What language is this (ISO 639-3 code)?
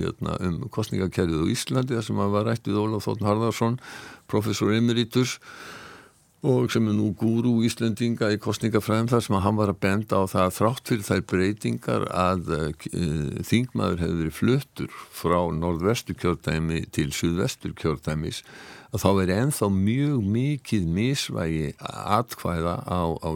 isl